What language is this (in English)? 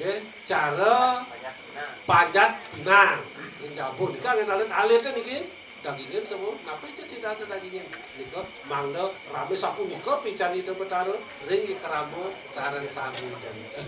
Balinese